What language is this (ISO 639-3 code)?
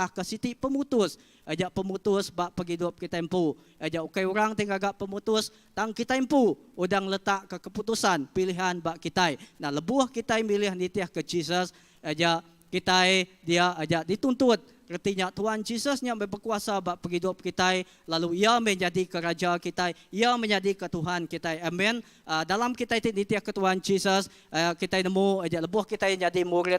iba